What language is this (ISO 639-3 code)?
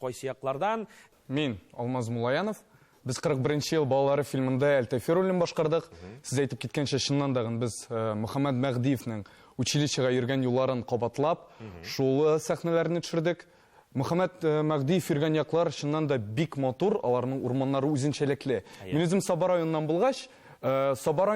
tat